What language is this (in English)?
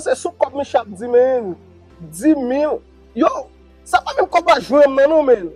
Haitian Creole